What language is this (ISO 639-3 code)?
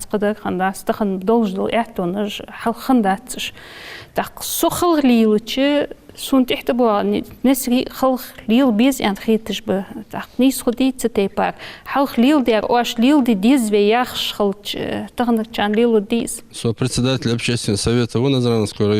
inh